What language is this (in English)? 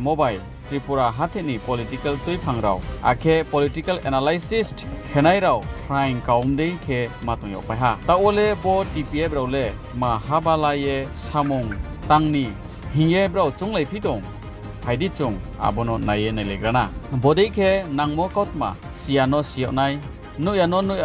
Riang (India)